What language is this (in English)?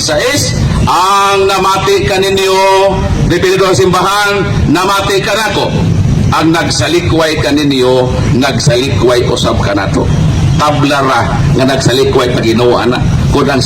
Cebuano